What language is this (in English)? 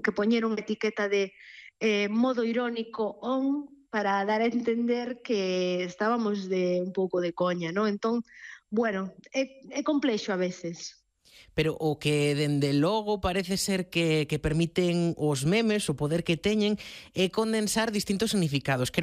Galician